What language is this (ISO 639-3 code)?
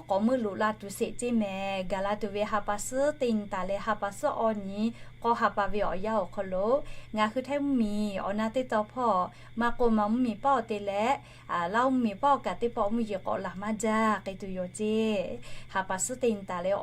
lhu